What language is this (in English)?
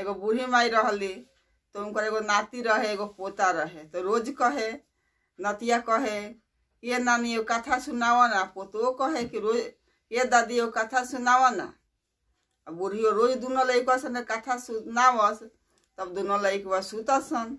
Bhojpuri